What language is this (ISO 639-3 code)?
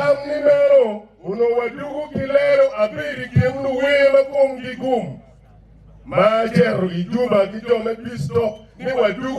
ach